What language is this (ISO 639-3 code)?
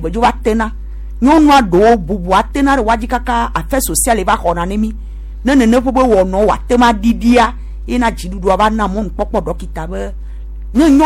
gej